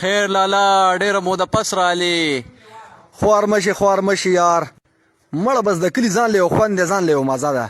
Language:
Pashto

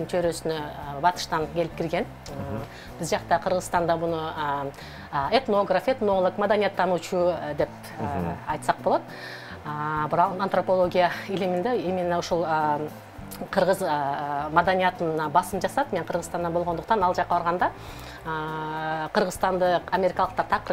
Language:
Kyrgyz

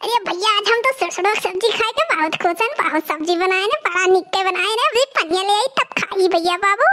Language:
Awadhi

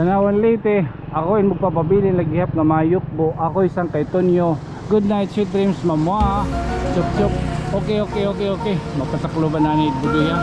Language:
Waray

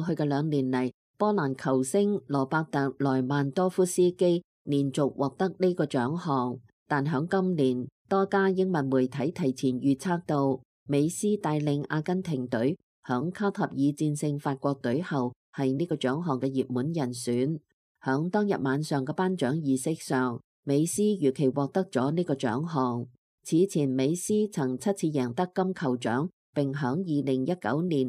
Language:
Cantonese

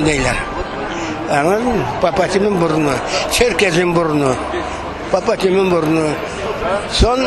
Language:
Crimean Tatar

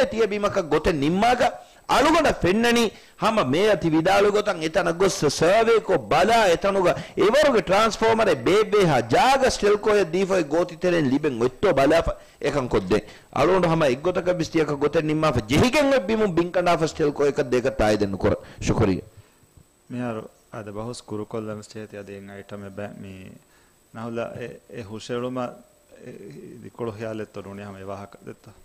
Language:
Divehi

